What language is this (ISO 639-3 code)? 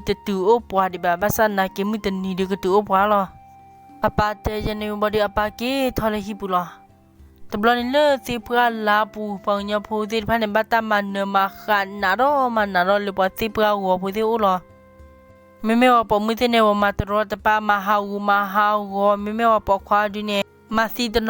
ksw